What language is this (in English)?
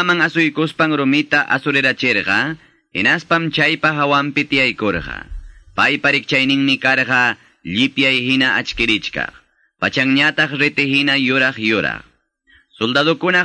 Quechua